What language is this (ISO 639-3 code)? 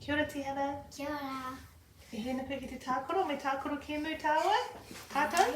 mri